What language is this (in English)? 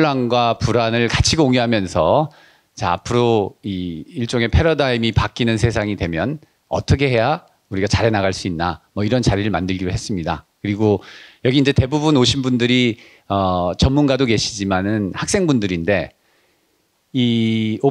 Korean